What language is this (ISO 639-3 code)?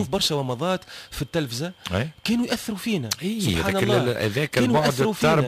aeb